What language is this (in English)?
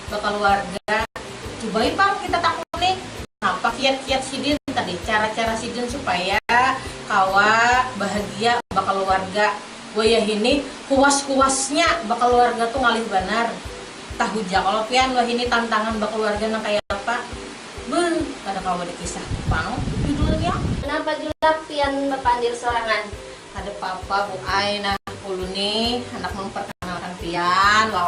Banjar